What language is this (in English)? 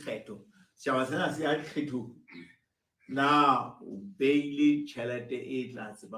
Southern Sotho